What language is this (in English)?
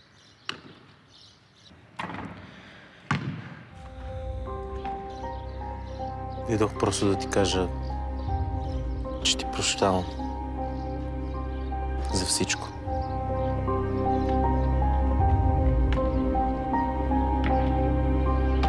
Bulgarian